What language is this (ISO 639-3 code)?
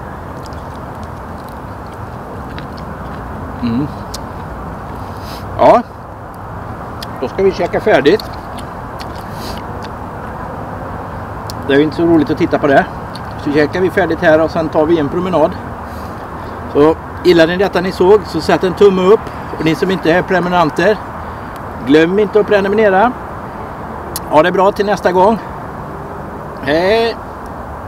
swe